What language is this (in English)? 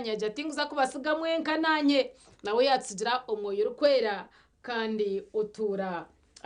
Nyankole